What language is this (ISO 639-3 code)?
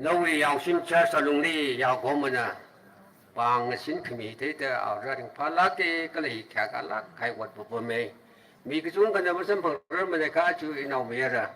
nmf